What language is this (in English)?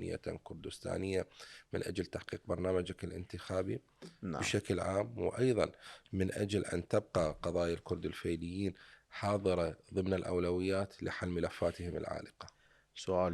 Mesopotamian Arabic